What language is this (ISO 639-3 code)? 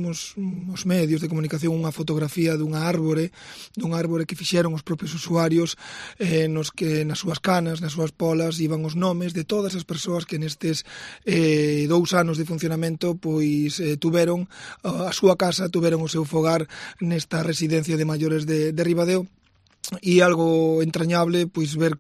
glg